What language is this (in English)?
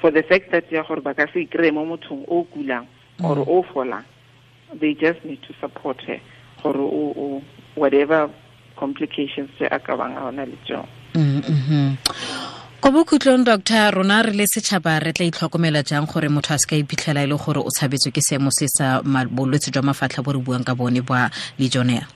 Tswana